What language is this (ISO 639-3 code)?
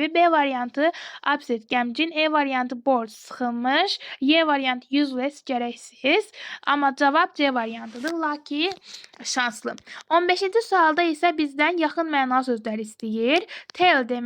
aze